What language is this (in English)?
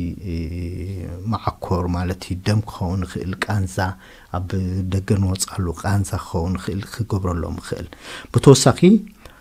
Tigrinya